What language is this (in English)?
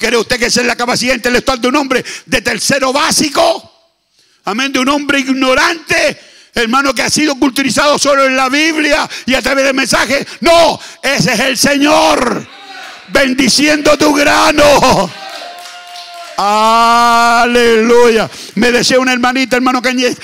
Spanish